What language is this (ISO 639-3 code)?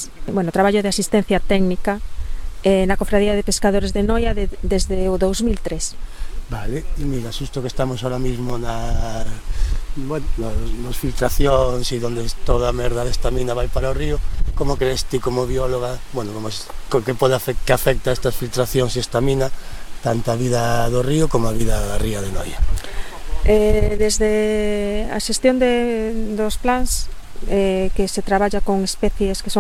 glg